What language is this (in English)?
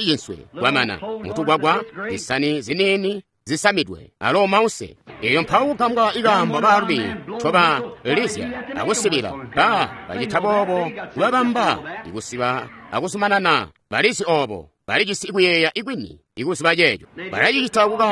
Tonga (Zambia)